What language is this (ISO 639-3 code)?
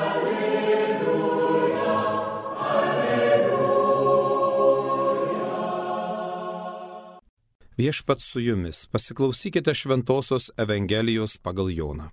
lit